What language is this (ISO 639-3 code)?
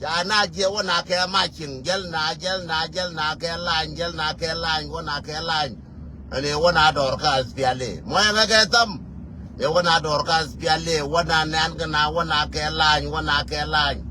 nus